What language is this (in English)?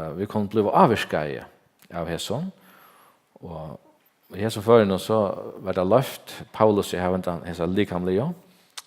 Faroese